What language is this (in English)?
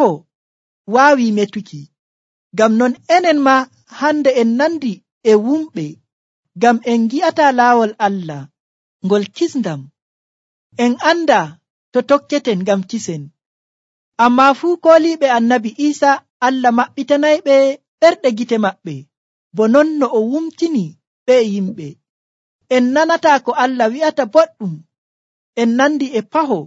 Nigerian Fulfulde